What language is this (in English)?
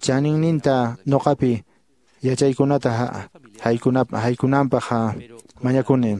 Quechua